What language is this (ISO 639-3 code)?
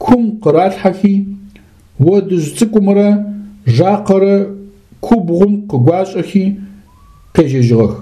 ady